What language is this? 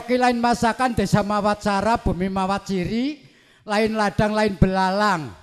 Javanese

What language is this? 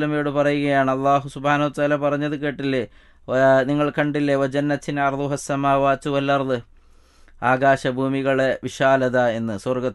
Malayalam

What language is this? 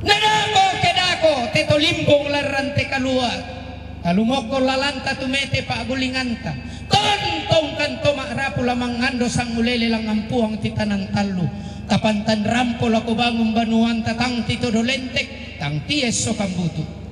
Toraja-Sa'dan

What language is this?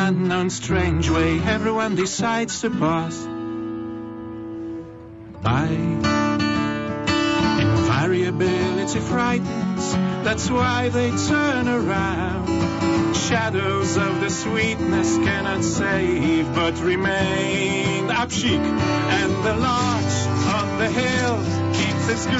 Polish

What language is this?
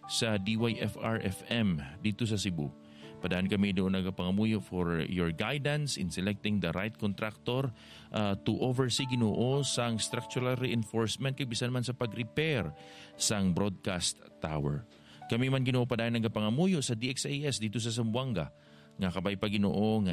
Hiligaynon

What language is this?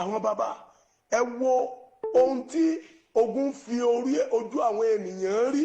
Yoruba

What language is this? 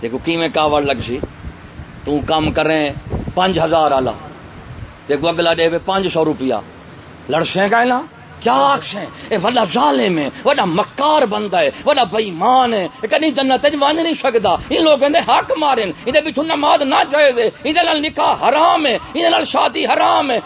Saraiki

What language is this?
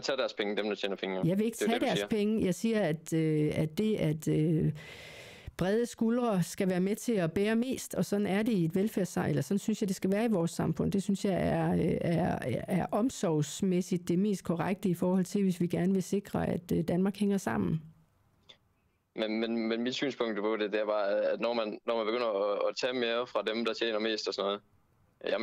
Danish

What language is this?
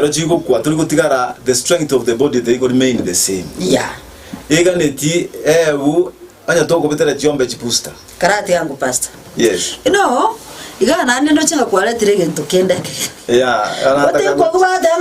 Gusii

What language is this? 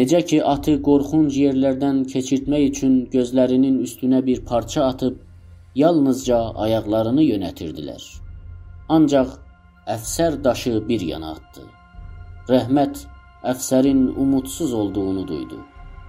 South Azerbaijani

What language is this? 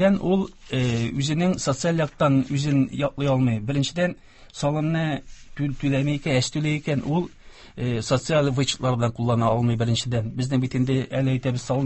Tatar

